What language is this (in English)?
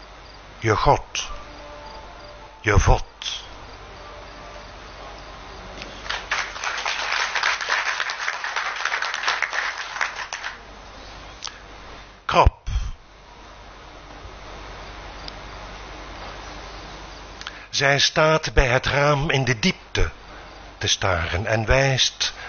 Afrikaans